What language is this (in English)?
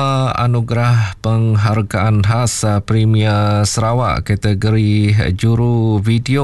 Iban